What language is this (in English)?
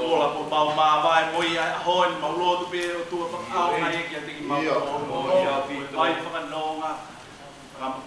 Tongan